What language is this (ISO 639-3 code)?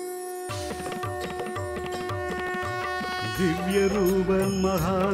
tam